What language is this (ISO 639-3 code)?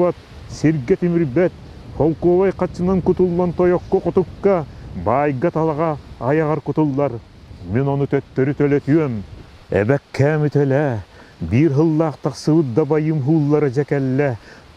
sah